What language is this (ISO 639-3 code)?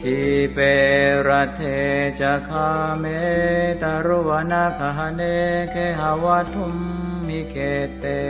pli